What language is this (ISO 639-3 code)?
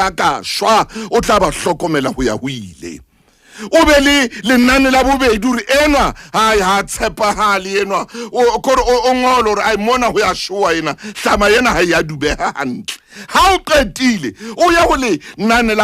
sot